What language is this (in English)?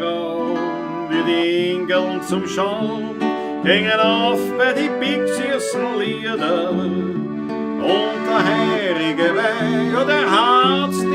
Bavarian